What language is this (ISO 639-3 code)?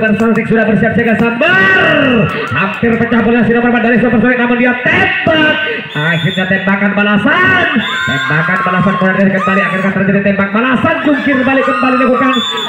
ind